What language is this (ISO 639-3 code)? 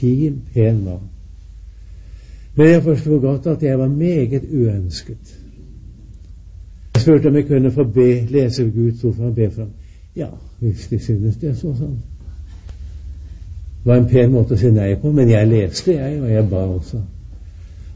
nor